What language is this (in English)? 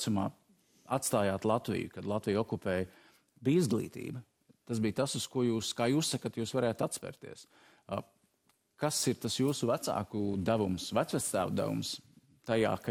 Latvian